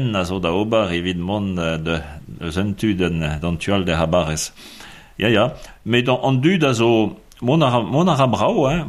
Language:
Breton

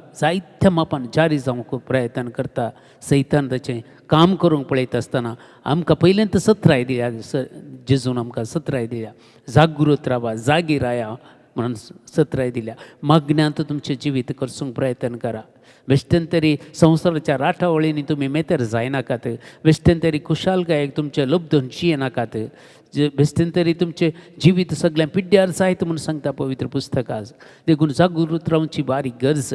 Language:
Konkani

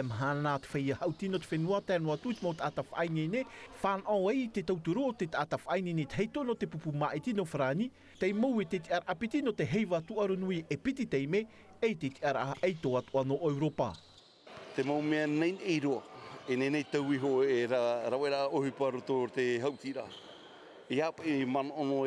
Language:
Tahitian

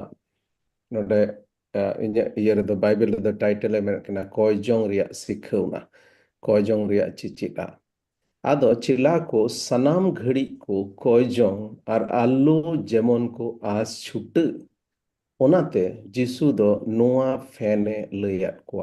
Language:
Santali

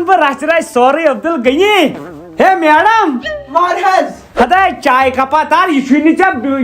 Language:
Kashmiri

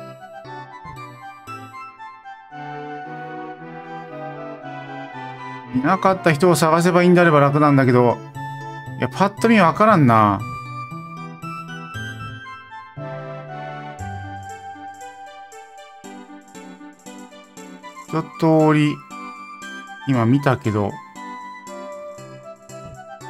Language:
Japanese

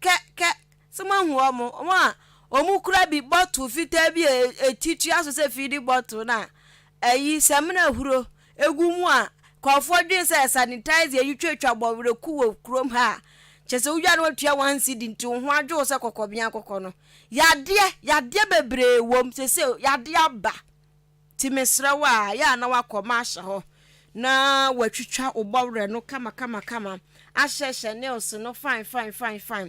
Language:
Akan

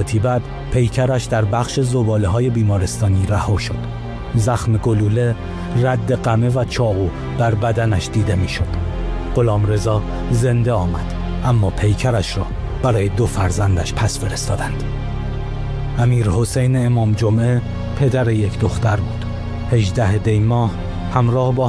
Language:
Persian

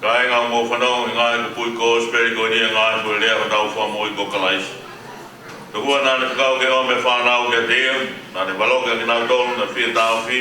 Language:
Tongan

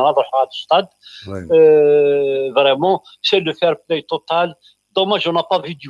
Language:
Kabyle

